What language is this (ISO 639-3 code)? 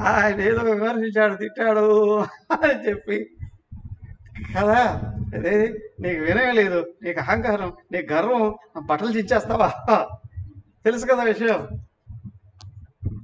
tel